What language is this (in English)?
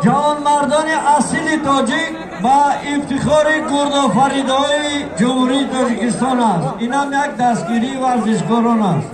Tajik